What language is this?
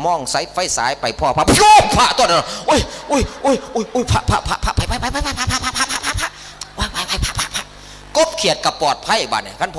Northeastern Thai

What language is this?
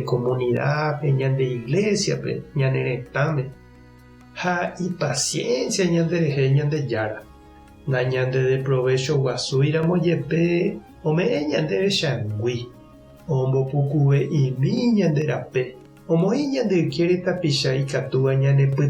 Guarani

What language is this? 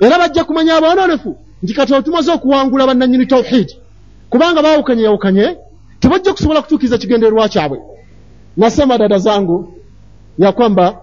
Ganda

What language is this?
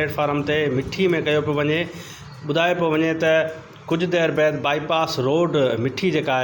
Sindhi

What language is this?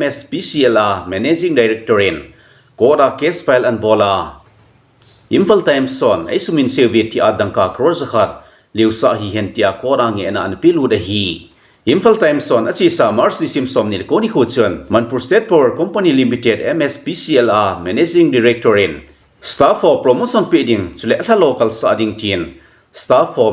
Thado Chin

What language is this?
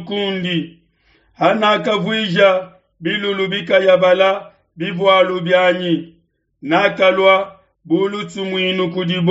Luba-Lulua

